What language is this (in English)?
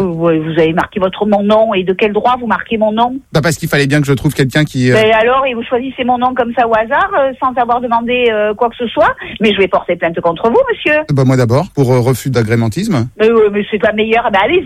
French